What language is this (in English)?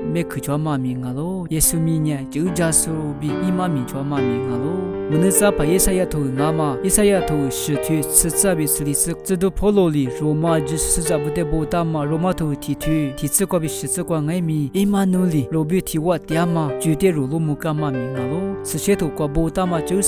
Lisu